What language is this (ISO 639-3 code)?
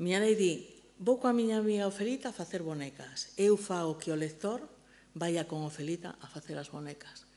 glg